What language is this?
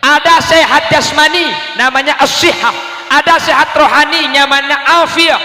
Madurese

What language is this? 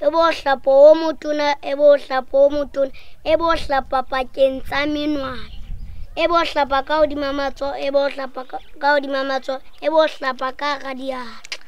Southern Sotho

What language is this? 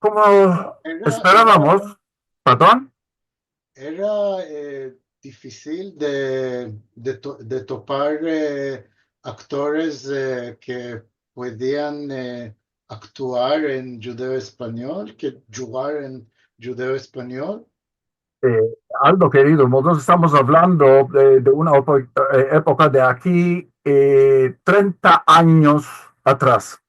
Ladino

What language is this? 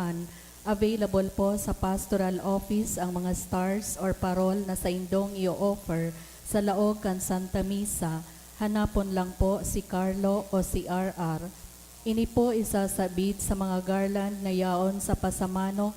Bikol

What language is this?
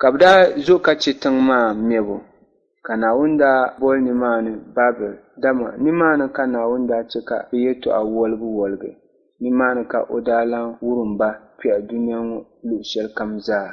Dagbani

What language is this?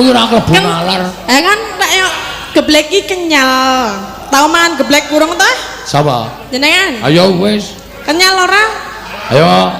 Javanese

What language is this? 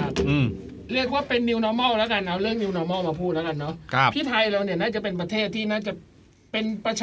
Thai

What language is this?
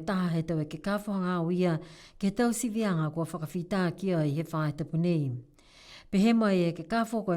Niuean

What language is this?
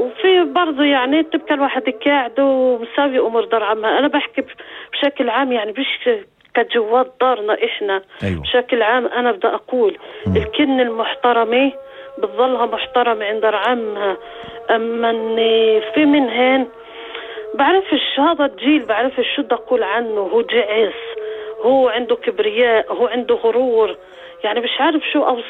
North Levantine Arabic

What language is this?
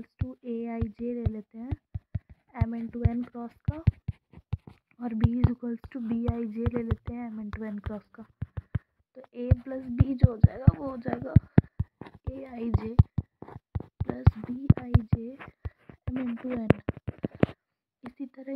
Hindi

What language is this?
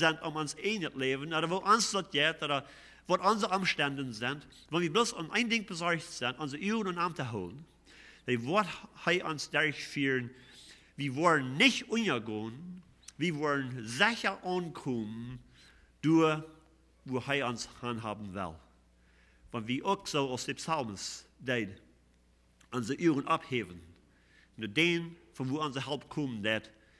Plautdietsch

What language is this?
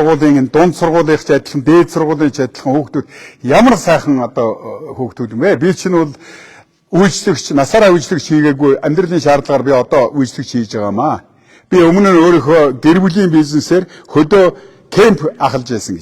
Mongolian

